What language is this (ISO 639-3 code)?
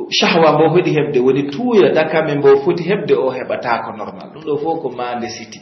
fuf